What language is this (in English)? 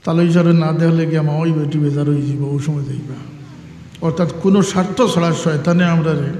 Sylheti